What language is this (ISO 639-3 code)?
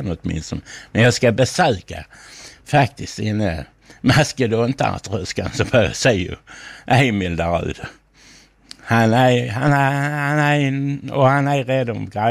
swe